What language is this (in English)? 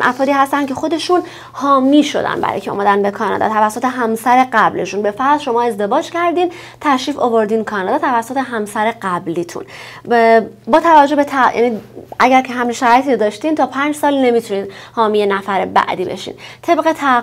Persian